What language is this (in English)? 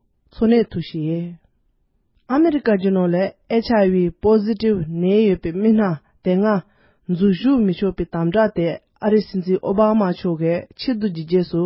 Tibetan